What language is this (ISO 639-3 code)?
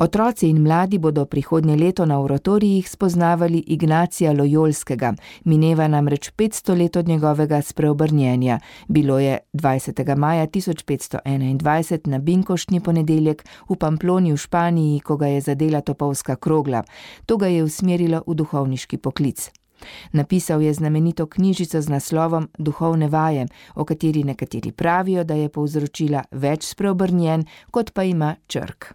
slv